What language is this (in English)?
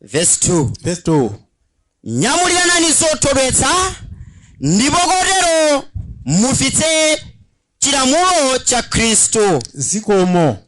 Nyanja